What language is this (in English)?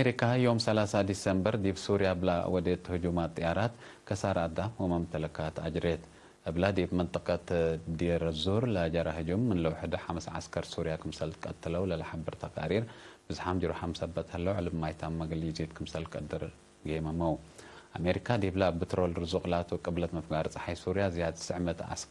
Tigre